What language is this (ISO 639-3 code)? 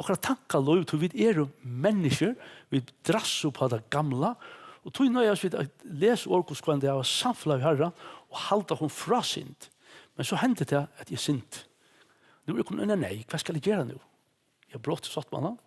fao